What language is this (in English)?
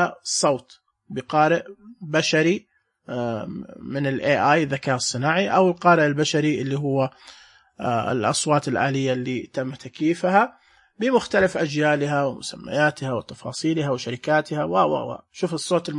Najdi Arabic